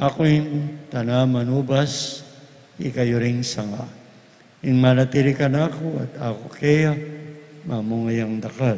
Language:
Pampanga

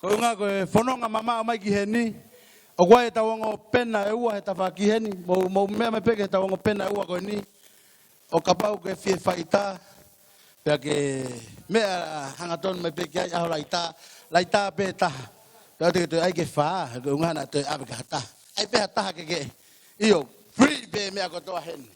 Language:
Tongan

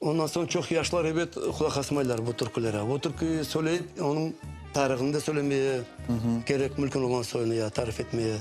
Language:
Crimean Tatar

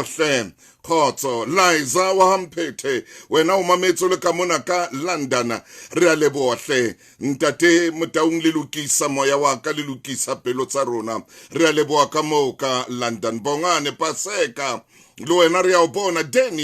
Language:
Southern Sotho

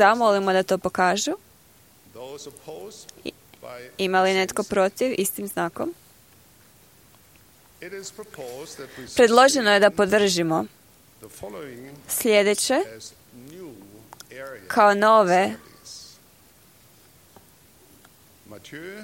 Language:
Croatian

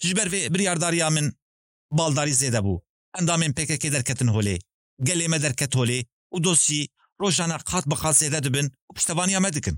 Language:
Kurdish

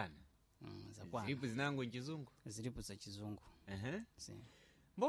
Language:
Sena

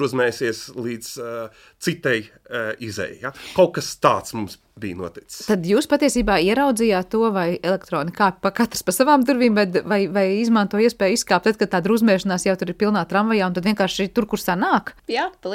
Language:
Latvian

